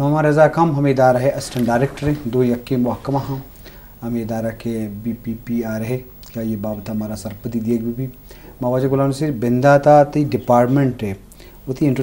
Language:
Eastern Balochi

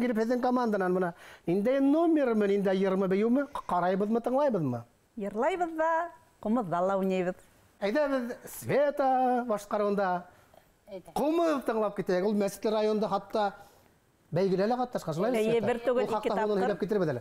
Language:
Bashkir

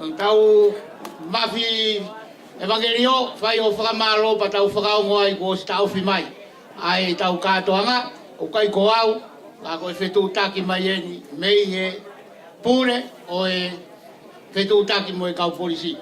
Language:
Tongan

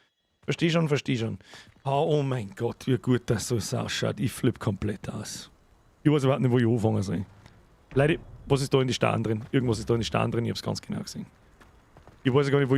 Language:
Bavarian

